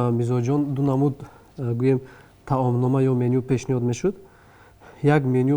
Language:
Tajik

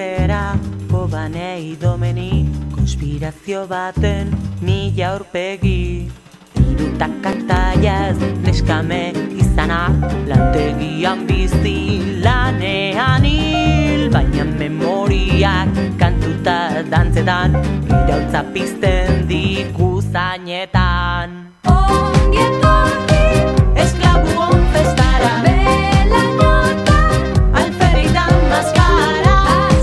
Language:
Basque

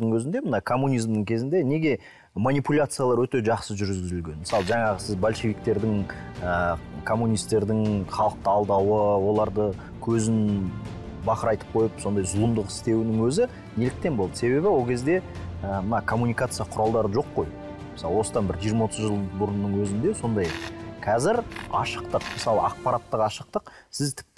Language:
Kazakh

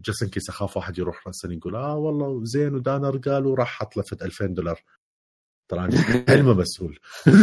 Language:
Mesopotamian Arabic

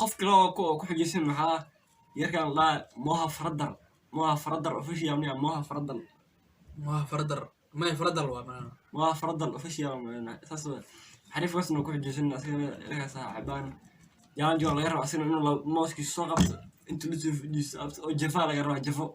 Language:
Somali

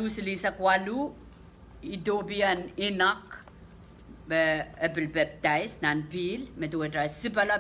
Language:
Pohnpeian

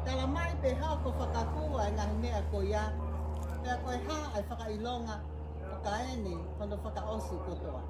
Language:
Tongan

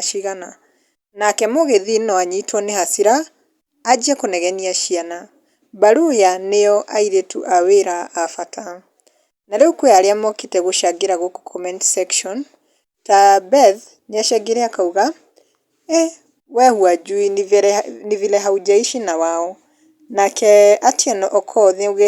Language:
Kikuyu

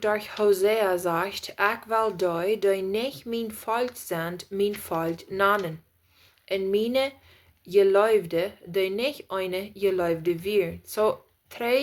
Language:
Plautdietsch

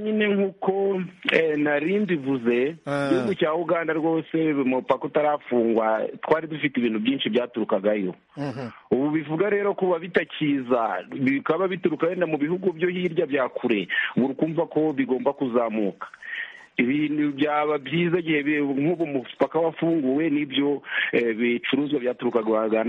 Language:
Kinyarwanda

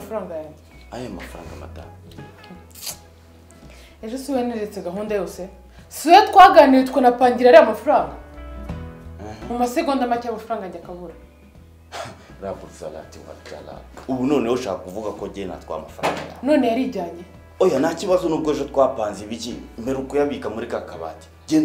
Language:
Kinyarwanda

